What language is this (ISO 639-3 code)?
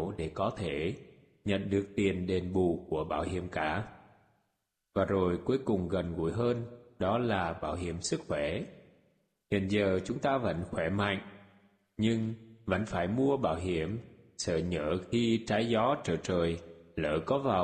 vie